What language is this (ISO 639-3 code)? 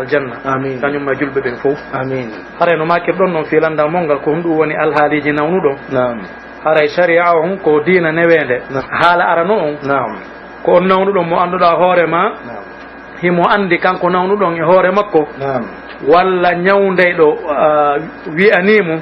fuf